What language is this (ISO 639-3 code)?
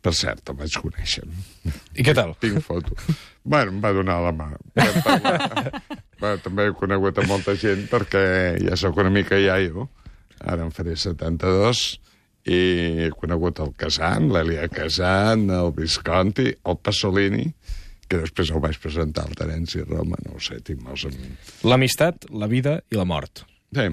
cat